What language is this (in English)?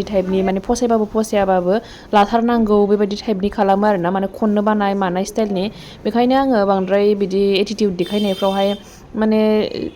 Bodo